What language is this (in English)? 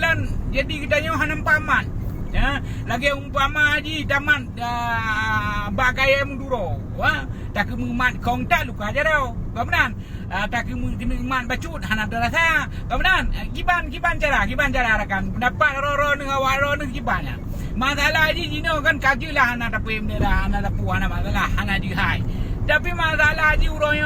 Achinese